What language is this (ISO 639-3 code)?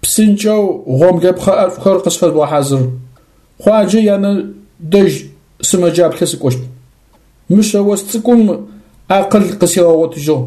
ady